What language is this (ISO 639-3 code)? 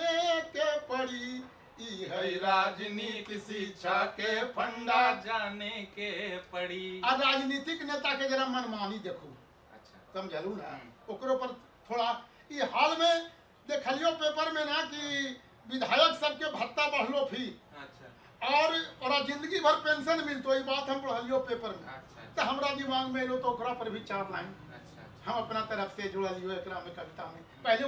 mag